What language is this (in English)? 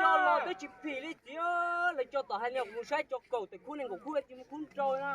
Hmong